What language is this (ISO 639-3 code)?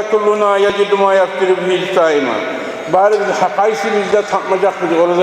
kum